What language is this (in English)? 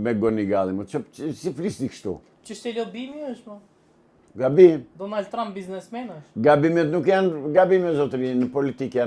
Albanian